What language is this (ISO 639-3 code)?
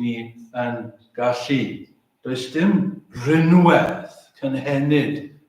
cym